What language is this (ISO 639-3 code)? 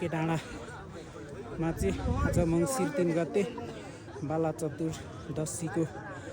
nep